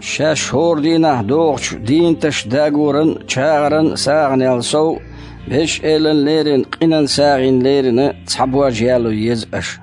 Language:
Chechen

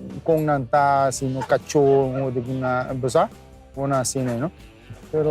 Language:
Papiamento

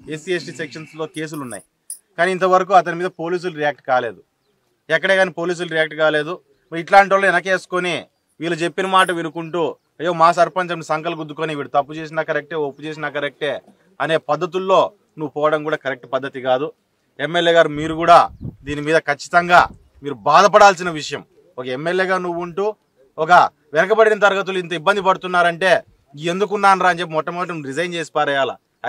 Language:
Telugu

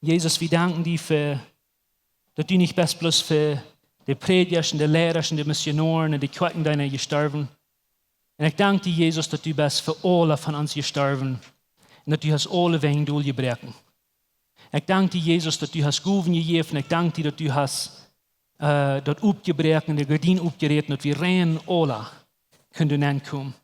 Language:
Plautdietsch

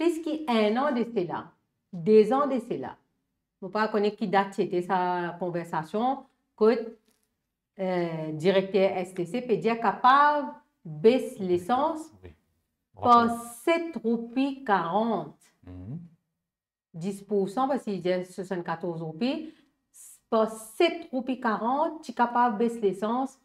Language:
Morisyen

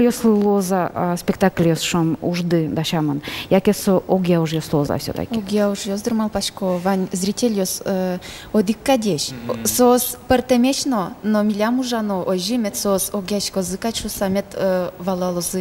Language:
Udmurt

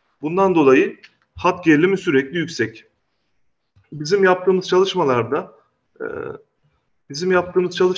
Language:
Turkish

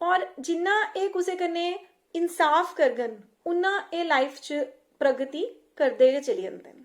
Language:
Dogri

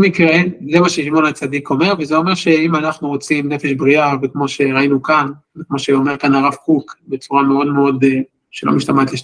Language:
Hebrew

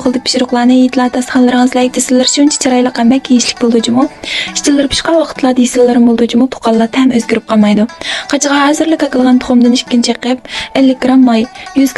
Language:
Uyghur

